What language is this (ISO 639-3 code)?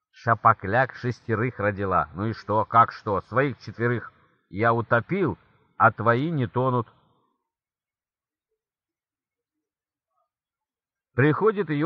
rus